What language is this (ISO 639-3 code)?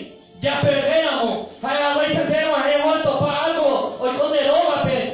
grn